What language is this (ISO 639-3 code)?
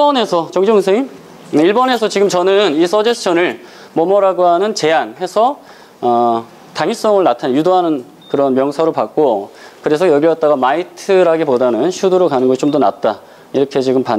kor